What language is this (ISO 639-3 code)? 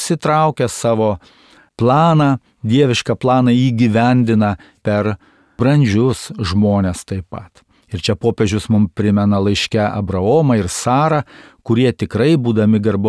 lit